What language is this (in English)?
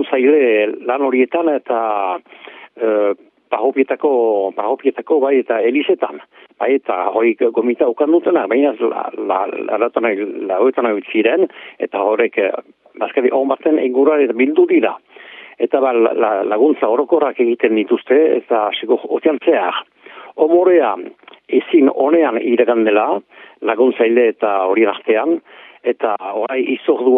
Basque